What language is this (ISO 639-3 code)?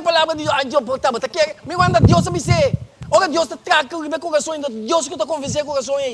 pap